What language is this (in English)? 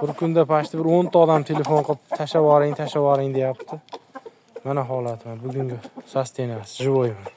Uzbek